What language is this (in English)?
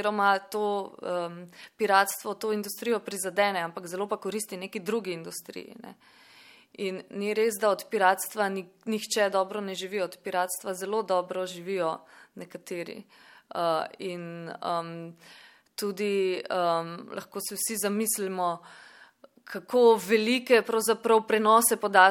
Slovenian